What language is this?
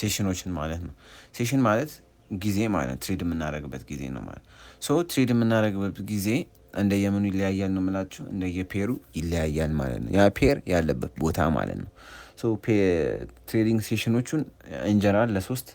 Amharic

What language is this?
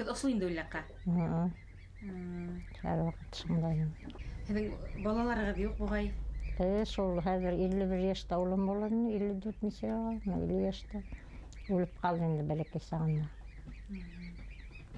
Bashkir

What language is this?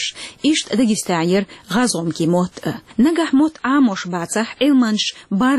Chechen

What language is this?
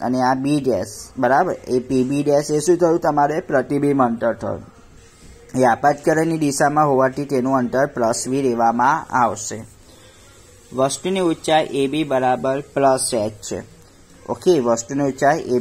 Gujarati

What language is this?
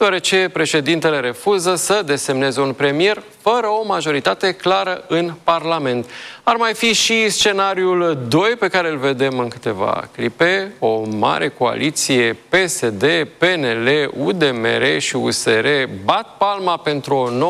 Romanian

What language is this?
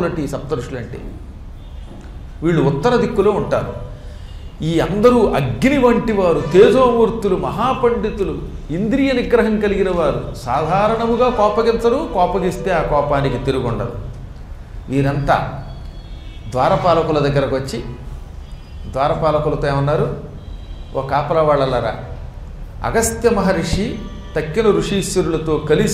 Telugu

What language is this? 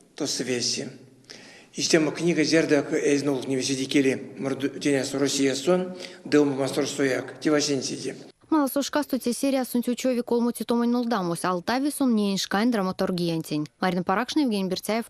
Erzya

